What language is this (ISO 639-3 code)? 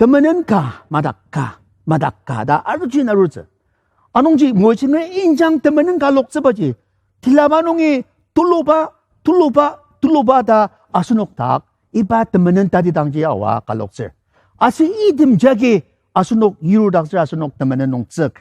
njo